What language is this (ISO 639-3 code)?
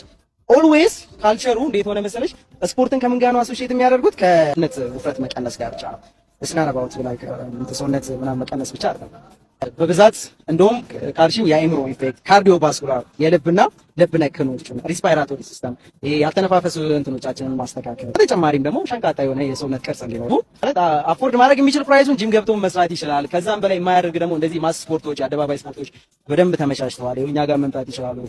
amh